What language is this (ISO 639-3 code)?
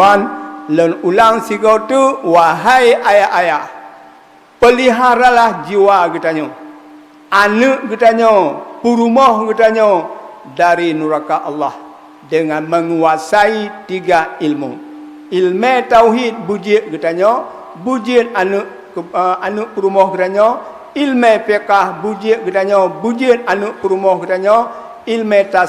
ace